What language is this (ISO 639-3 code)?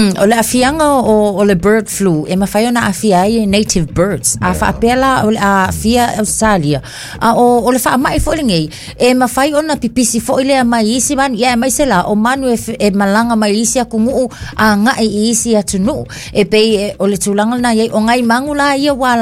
smo